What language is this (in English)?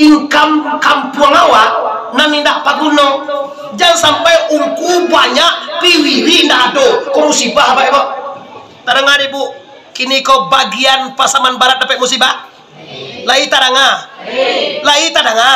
Minangkabau